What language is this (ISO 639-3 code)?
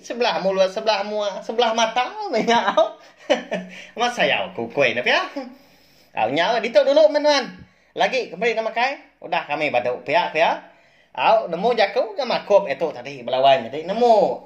iba